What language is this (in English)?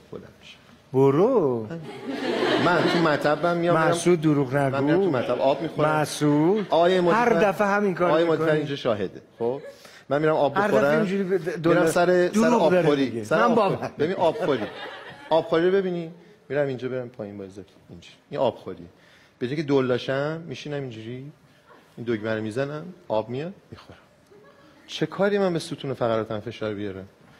Persian